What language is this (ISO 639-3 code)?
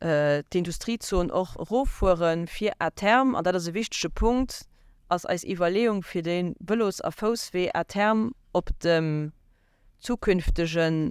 ltz